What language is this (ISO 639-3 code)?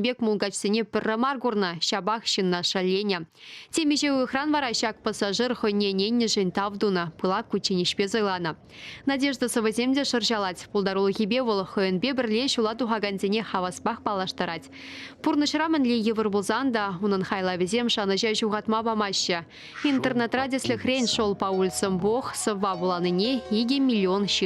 chv